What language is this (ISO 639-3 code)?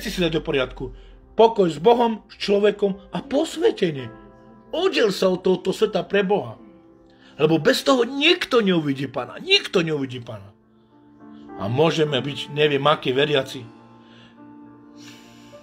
slk